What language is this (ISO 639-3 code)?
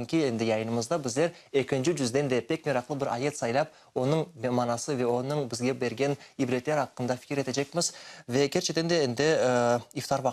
crh